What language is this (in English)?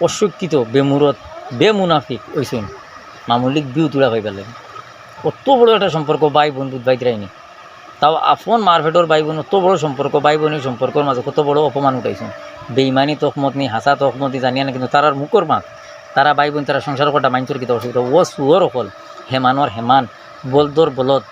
Sylheti